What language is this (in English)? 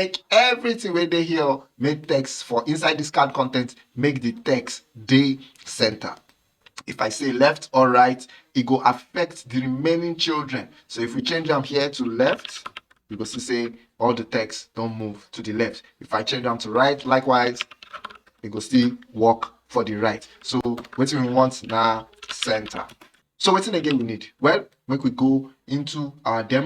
Nigerian Pidgin